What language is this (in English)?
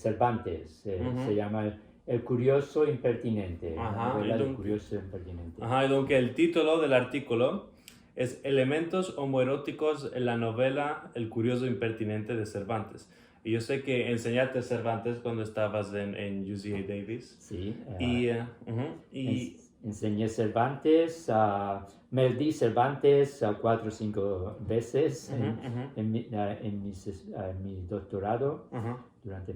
Ladino